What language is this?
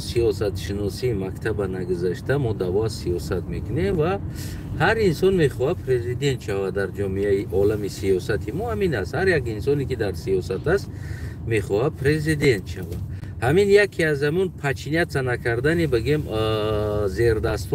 Tajik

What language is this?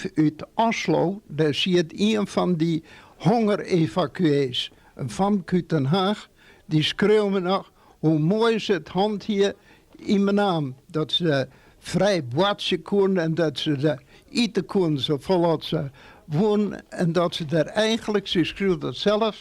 Western Frisian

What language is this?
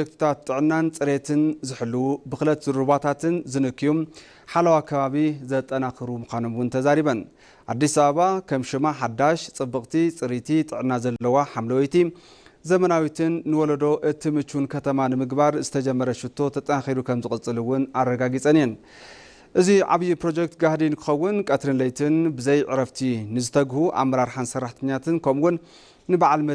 Tigrinya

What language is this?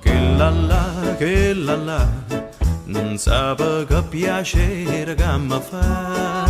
Neapolitan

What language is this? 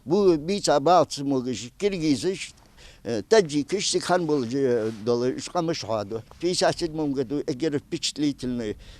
Ingush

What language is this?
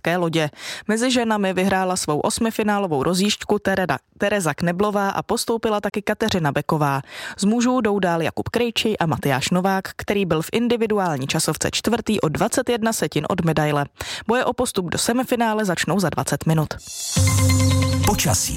Czech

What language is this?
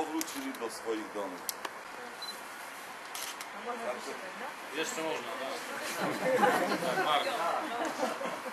Polish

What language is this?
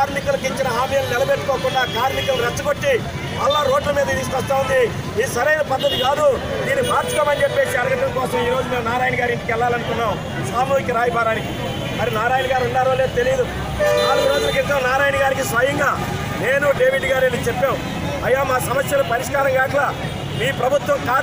Telugu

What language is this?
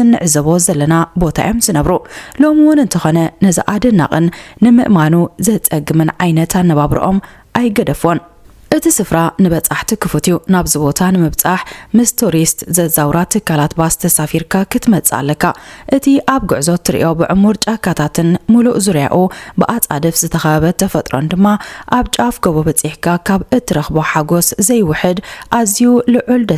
Tigrinya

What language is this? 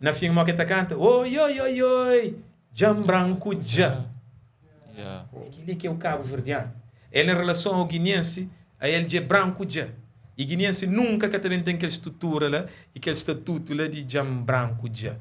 Kabuverdianu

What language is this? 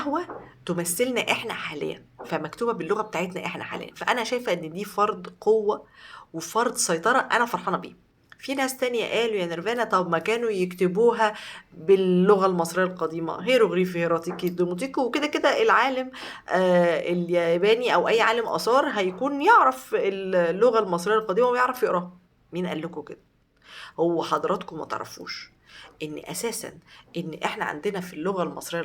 Egyptian Arabic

